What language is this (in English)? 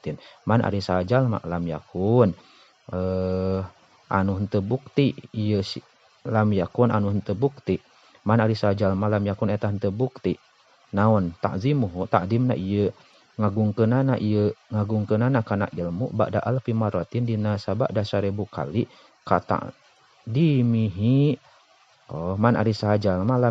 Sundanese